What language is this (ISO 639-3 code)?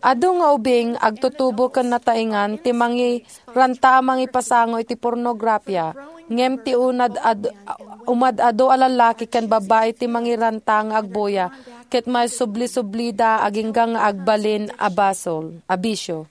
ilo